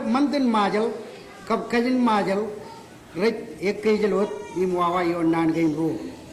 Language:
Marshallese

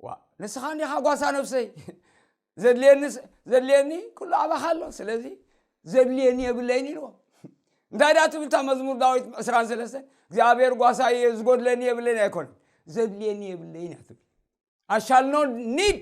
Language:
Tigrinya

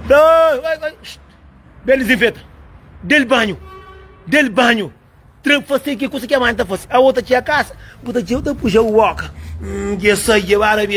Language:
Kabuverdianu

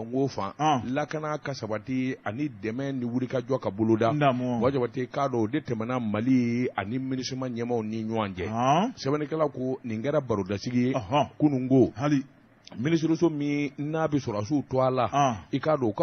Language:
Bambara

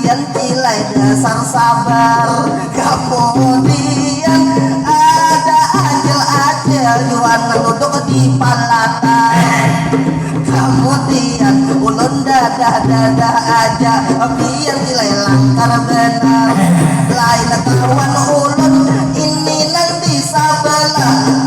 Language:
Banjar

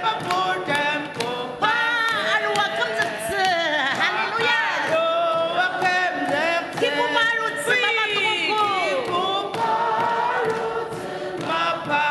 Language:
Ao Naga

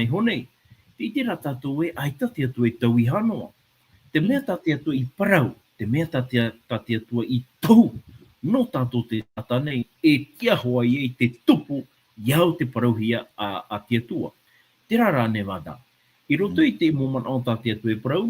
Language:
Tahitian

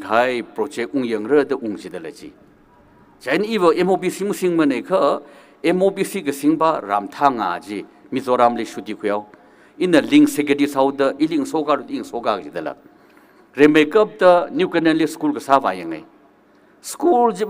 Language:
Tangkhul Naga (India)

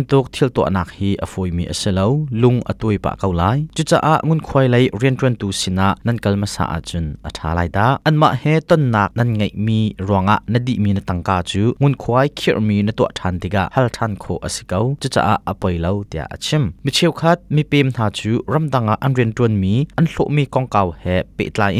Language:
Hakha Chin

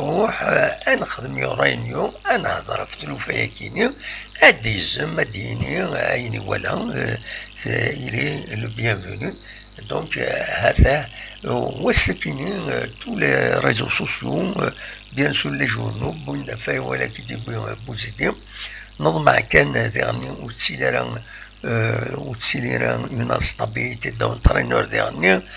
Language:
Kabyle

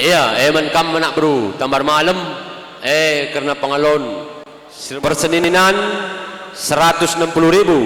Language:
Batak Karo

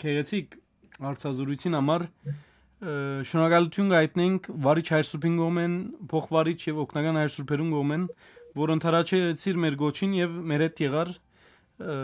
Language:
Western Armenian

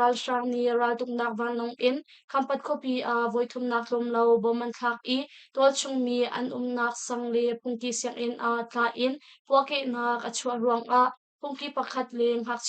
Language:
Hakha Chin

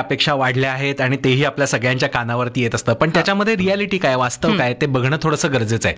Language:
Marathi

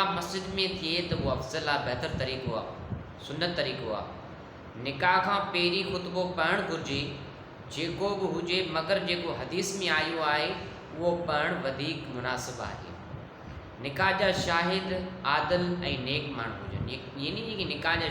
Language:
Sindhi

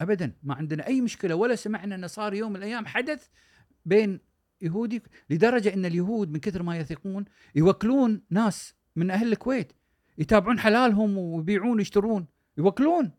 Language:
Gulf Arabic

